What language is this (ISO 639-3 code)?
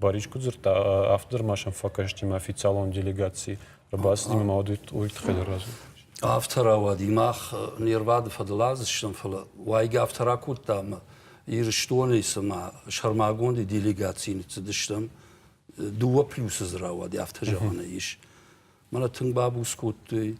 oss